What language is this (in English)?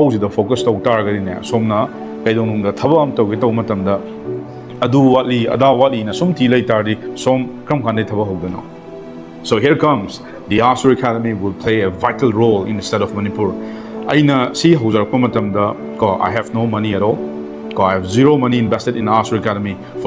Manipuri